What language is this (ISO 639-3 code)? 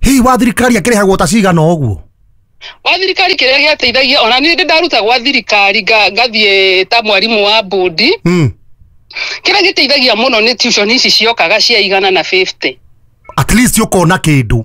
kik